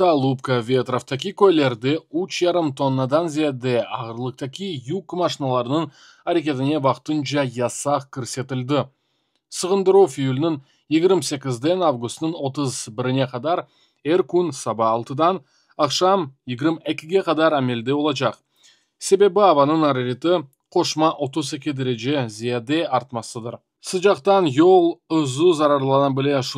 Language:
Crimean Tatar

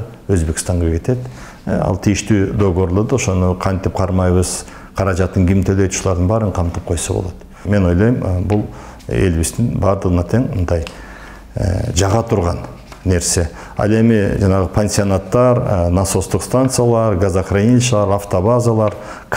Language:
Kyrgyz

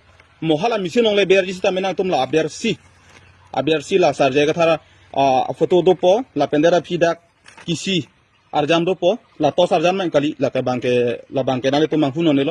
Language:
Karbi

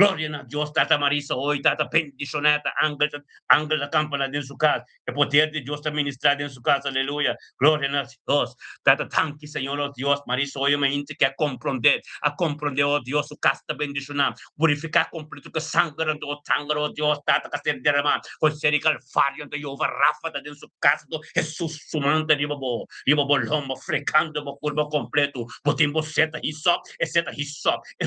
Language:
Papiamento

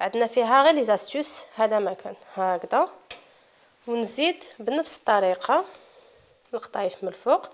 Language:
Algerian Arabic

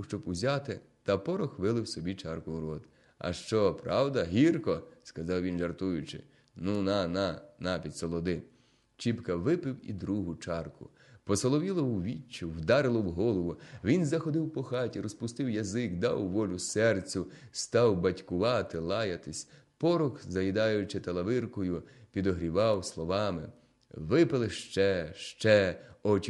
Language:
Ukrainian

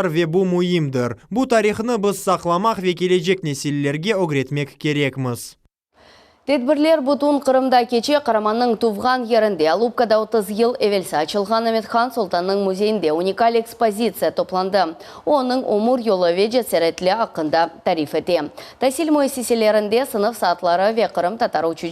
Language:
Crimean Tatar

